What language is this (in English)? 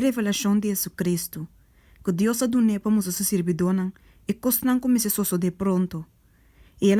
Papiamento